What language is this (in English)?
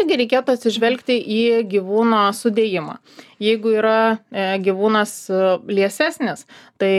Lithuanian